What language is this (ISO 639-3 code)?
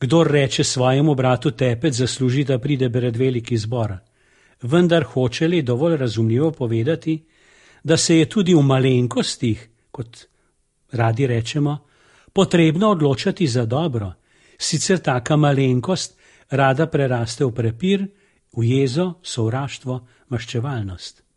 slv